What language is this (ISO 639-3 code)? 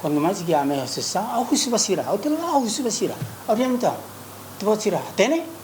tet